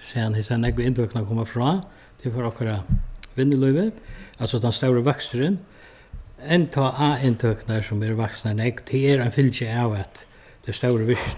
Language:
Faroese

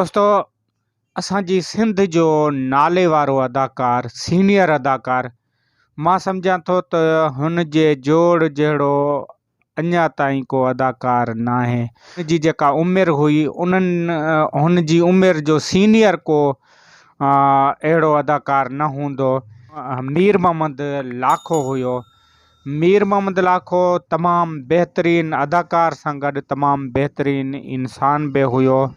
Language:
Sindhi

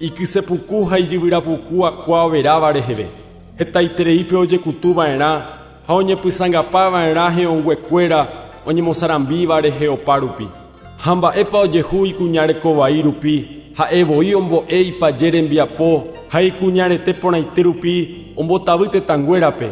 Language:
Guarani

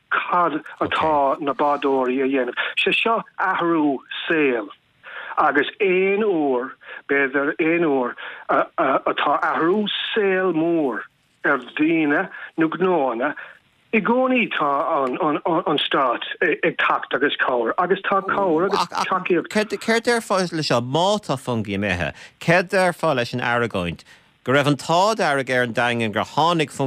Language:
Irish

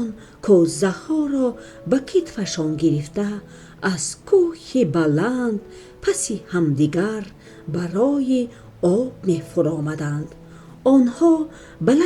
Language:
Tajik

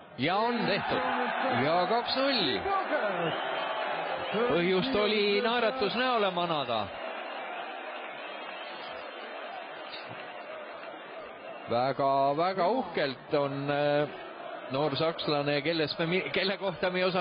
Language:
Estonian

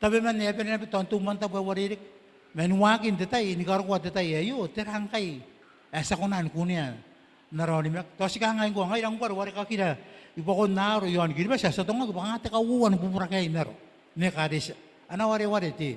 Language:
Gilbertese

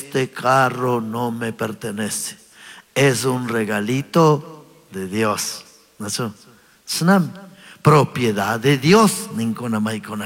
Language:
Chimborazo Highland Quichua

